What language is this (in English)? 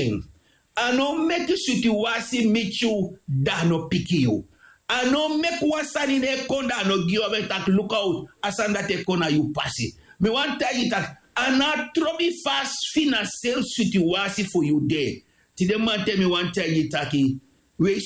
Sranan Tongo